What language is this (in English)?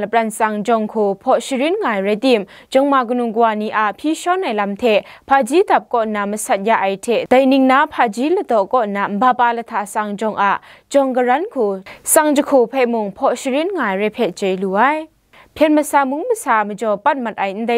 Kachin